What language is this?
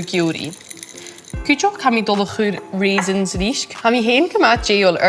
Scottish Gaelic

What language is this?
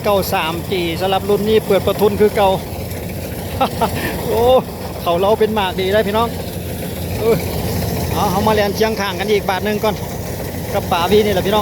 Lao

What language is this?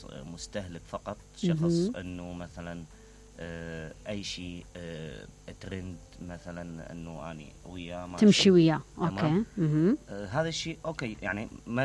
Mesopotamian Arabic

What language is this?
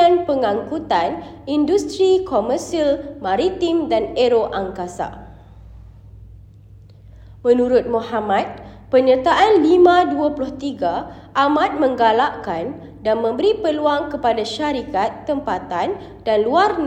Malay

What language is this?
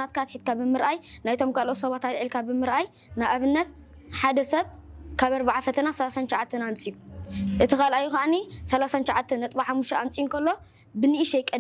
Tigrinya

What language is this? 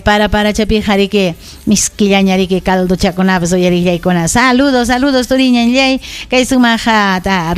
Ayacucho Quechua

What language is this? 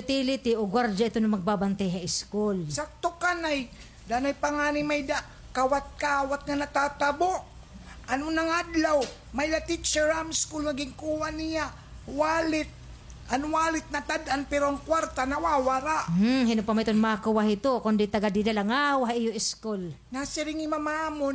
Waray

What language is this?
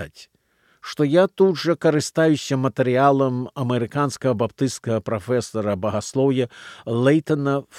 Belarusian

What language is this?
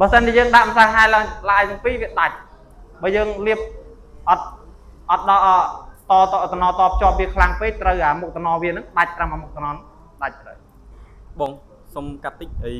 Khmer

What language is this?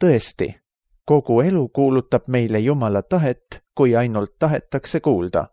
Estonian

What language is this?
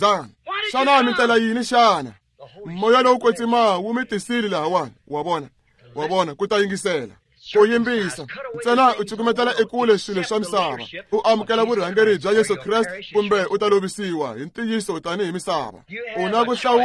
Tsonga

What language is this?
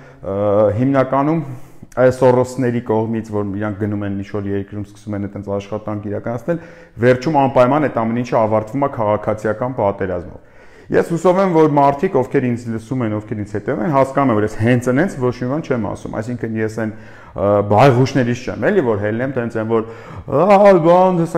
Armenian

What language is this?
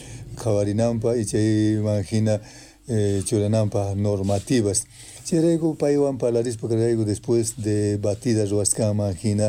South Bolivian Quechua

